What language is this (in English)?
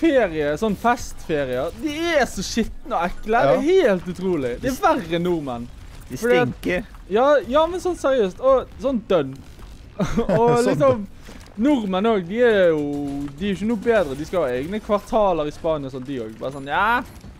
Norwegian